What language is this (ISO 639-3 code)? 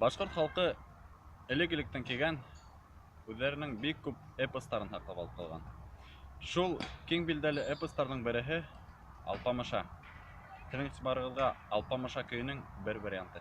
bak